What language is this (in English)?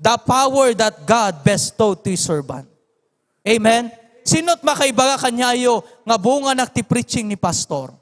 Iloko